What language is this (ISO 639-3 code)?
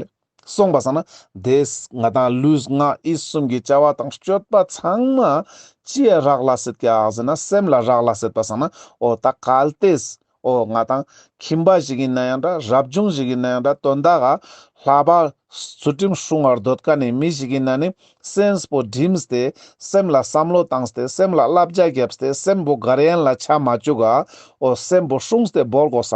lbj